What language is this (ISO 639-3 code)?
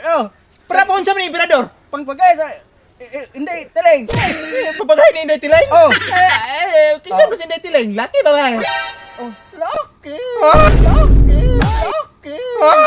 ceb